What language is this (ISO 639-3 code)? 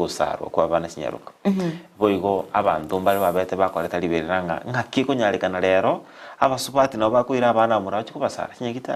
guz